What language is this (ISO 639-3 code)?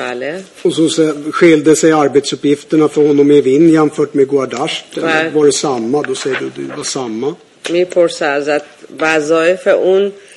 swe